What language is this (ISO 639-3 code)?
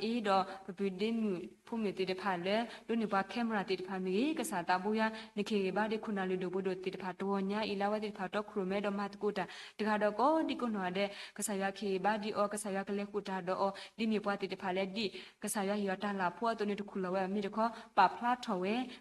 ksw